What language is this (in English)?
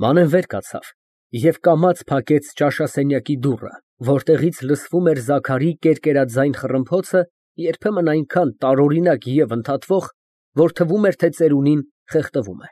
Armenian